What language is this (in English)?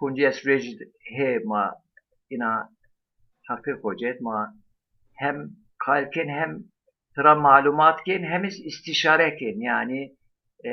Zaza